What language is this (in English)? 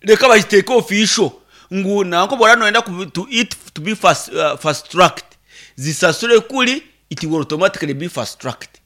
Nyankole